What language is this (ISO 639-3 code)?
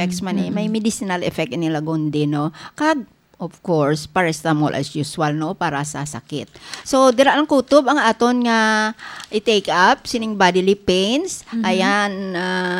hil